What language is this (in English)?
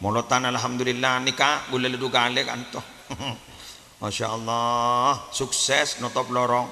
Madurese